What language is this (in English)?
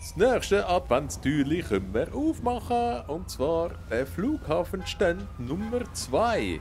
Swiss German